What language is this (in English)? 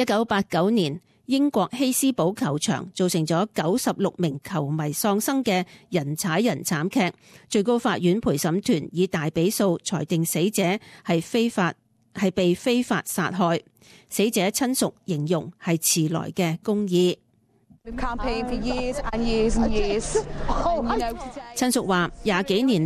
Cantonese